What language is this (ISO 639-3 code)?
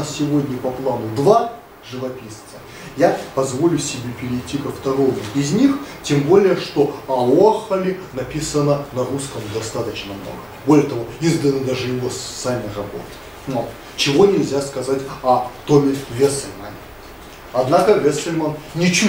rus